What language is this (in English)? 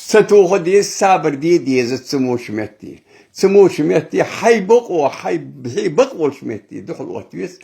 Ingush